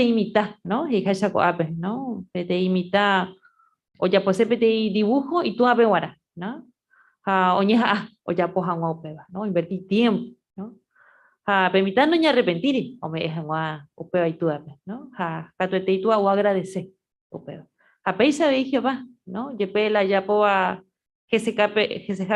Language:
Guarani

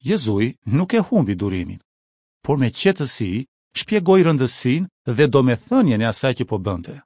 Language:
Albanian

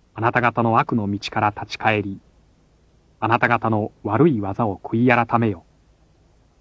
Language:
Japanese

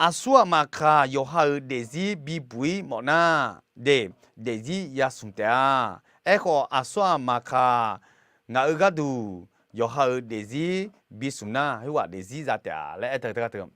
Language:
Akha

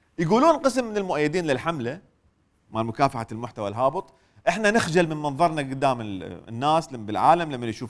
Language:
Mesopotamian Arabic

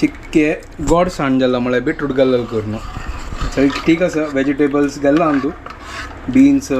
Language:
Konkani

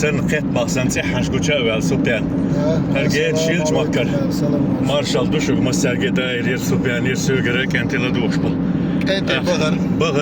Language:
Chechen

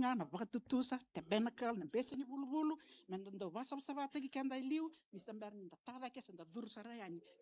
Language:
Fijian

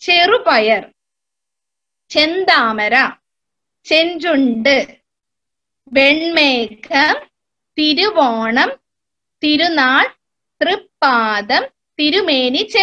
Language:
Malayalam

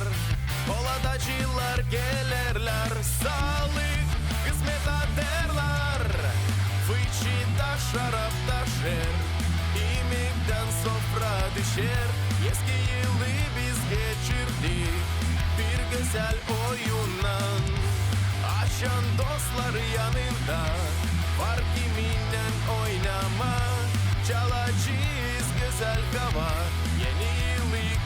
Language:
Gagauz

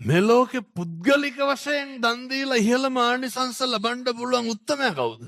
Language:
Sinhala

